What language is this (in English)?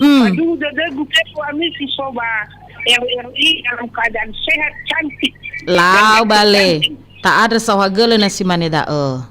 Nias